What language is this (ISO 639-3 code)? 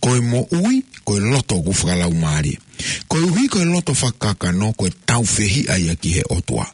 ton